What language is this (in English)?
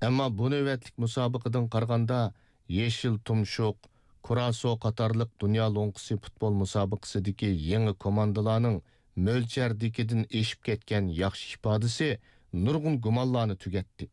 Uyghur